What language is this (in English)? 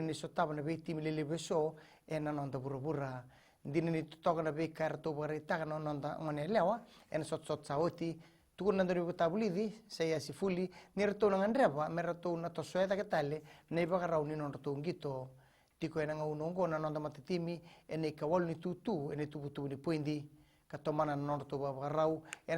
Fijian